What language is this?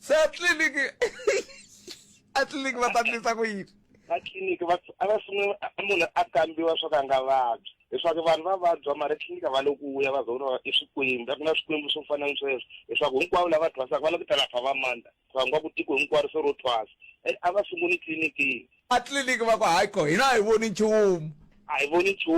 Tsonga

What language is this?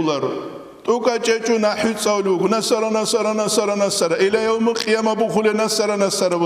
Avaric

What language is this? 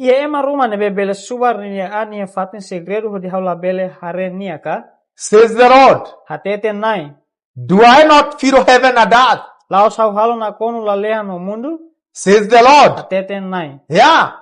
Tetum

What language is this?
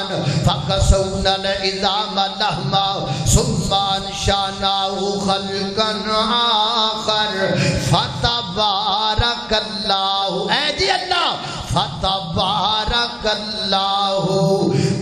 Urdu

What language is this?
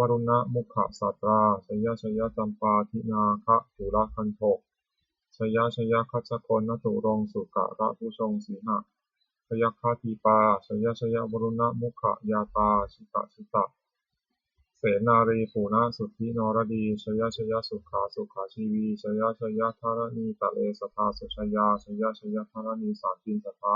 Pali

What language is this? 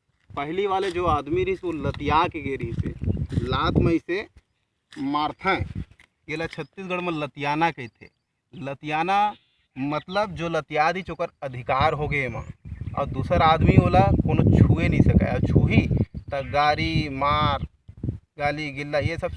Chhattisgarhi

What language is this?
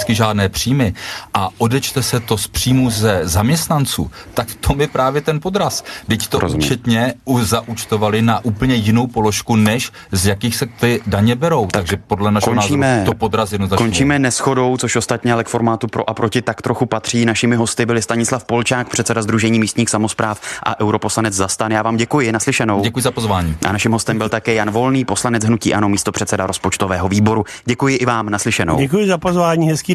Czech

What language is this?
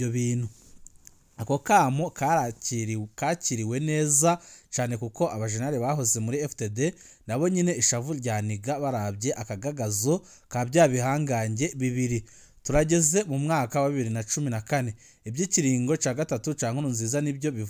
Rundi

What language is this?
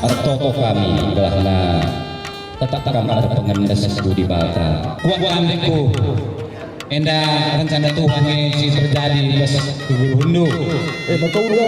Batak Karo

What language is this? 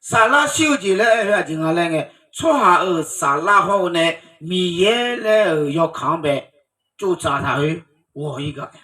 Akha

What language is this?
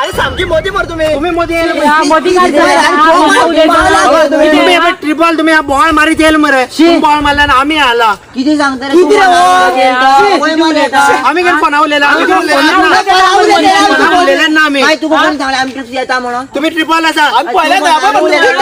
Konkani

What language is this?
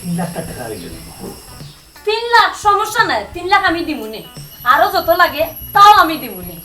Sylheti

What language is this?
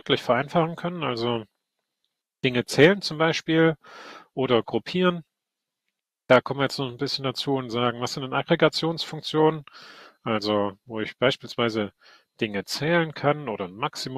German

